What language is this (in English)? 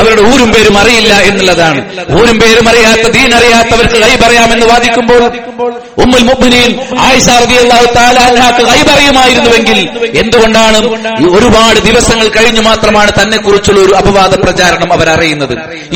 Malayalam